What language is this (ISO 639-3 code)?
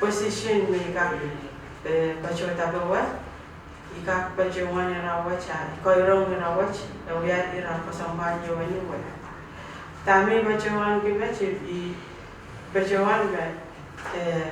pon